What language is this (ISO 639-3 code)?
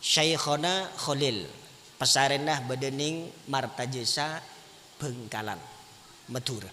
mad